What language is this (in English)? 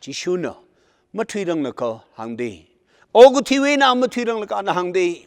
Tangkhul Naga (India)